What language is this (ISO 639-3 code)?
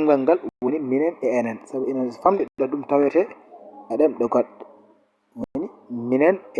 ful